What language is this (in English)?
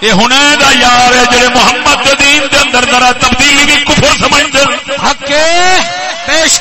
Saraiki